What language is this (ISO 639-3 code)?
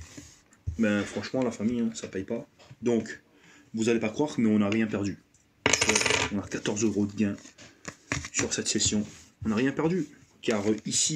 fra